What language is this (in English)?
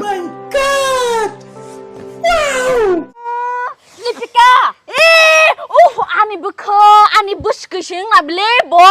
Kok Borok